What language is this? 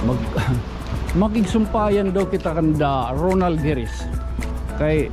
Waray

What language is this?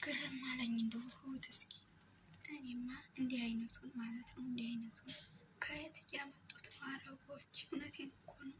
Amharic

